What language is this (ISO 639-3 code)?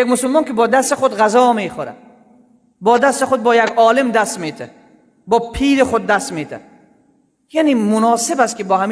fas